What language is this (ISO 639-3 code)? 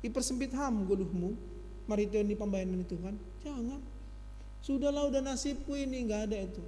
bts